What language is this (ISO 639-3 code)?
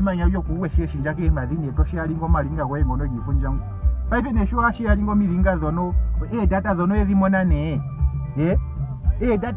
ndo